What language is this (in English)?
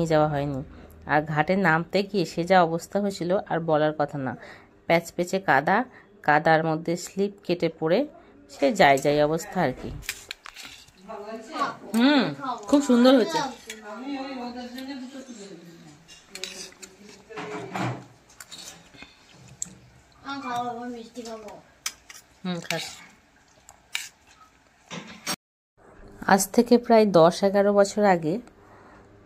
Bangla